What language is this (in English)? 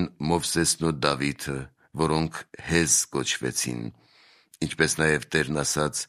Armenian